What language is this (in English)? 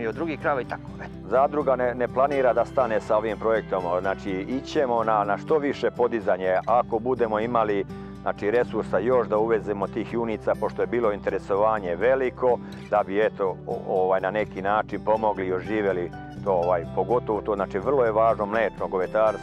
Serbian